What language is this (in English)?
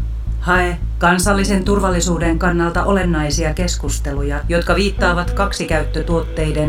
Finnish